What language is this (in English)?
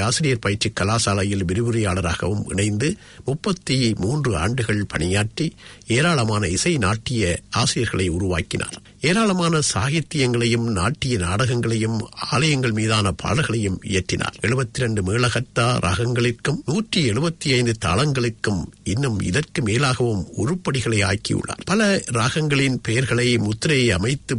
Tamil